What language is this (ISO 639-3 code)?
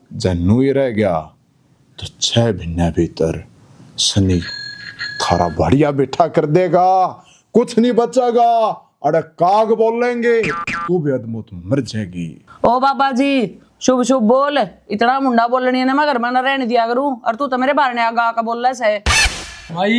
bgc